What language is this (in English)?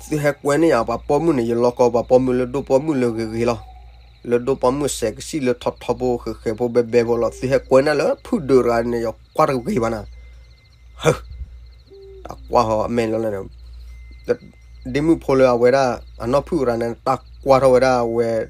S'gaw Karen